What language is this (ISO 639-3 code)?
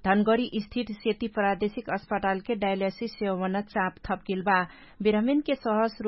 thl